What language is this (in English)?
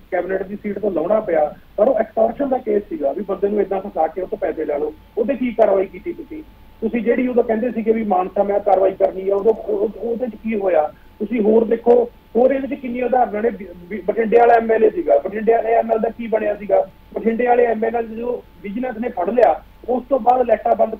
Punjabi